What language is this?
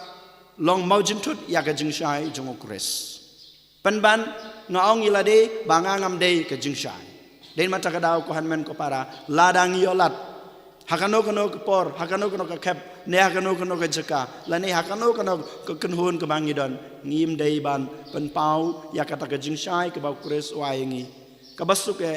Khasi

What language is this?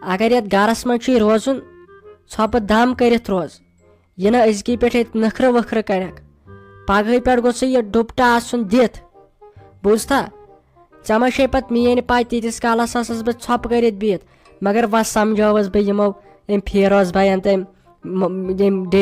Kashmiri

